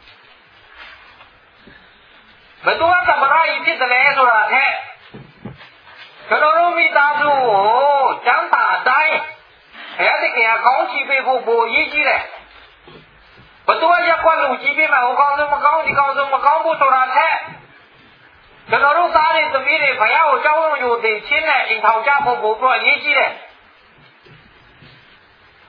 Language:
Burmese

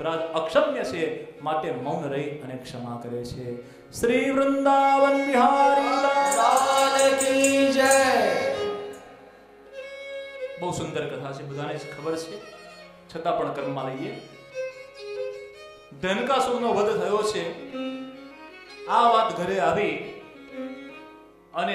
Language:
Gujarati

